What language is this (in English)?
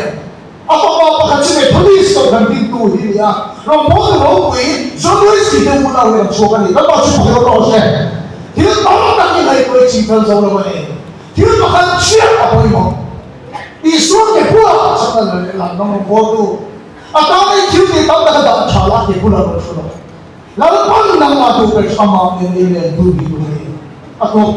Mizo